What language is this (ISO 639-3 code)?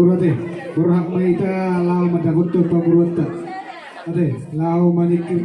bbc